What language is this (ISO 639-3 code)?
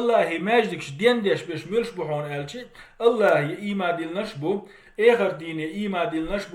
che